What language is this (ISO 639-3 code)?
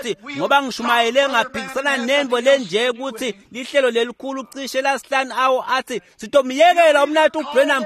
ssw